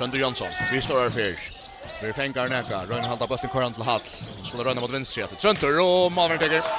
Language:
Faroese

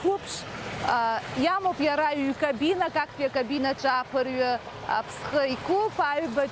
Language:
Abkhazian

